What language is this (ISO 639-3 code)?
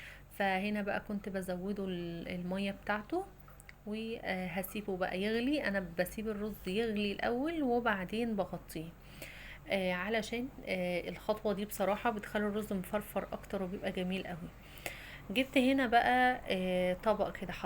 arz